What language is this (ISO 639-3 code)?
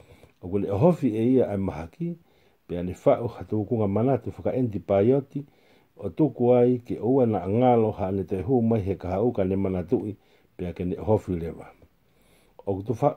ton